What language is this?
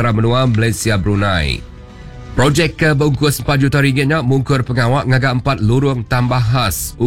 Iban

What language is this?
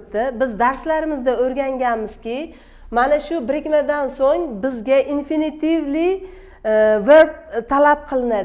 Uzbek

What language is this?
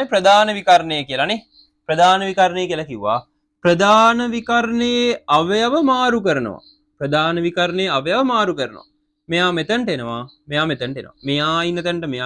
Sinhala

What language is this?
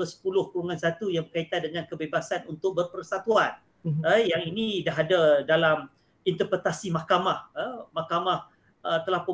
Malay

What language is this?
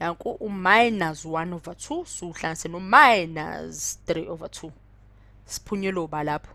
Zulu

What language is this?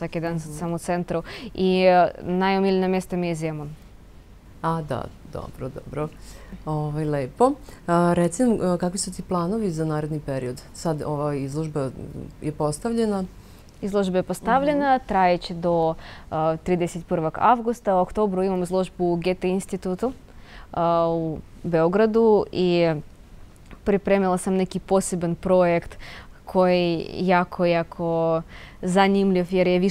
Serbian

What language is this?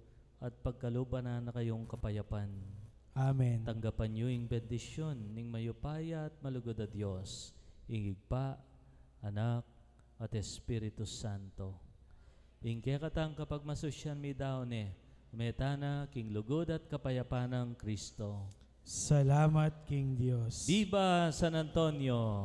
Pampanga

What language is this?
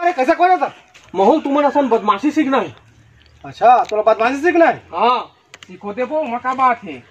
Chhattisgarhi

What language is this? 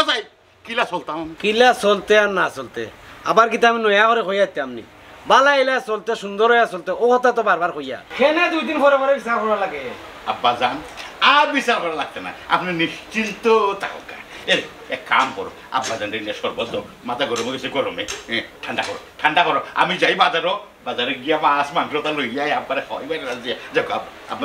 Sylheti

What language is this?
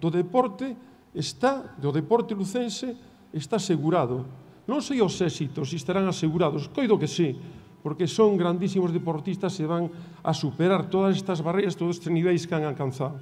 Galician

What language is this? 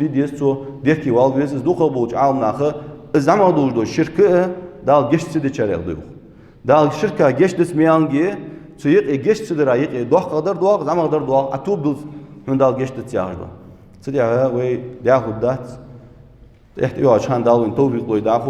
Ingush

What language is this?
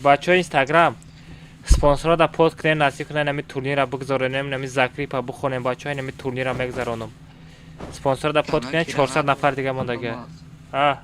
Tajik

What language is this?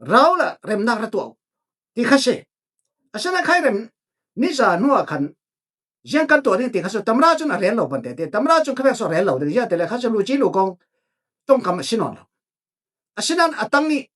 Falam Chin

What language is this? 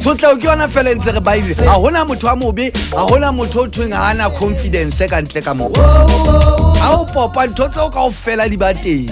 Southern Sotho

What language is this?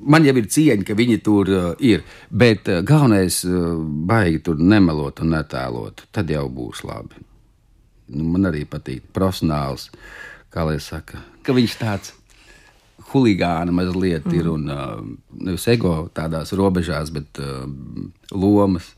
Latvian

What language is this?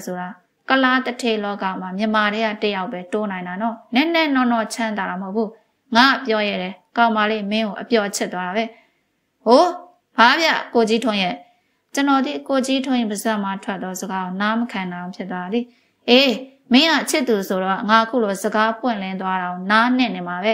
Burmese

